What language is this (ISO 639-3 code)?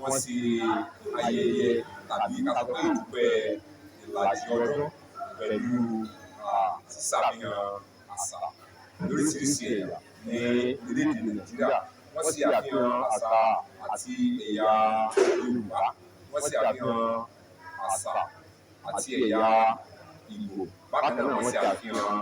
yor